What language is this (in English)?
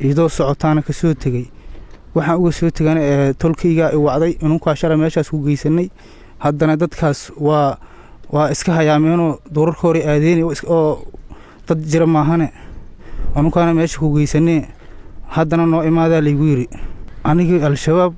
Somali